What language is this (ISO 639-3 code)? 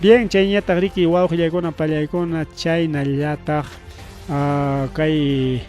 quy